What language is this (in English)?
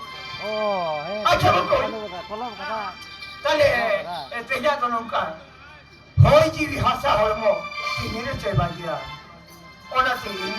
Santali